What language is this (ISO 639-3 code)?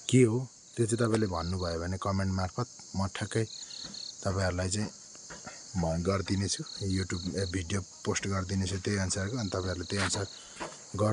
nep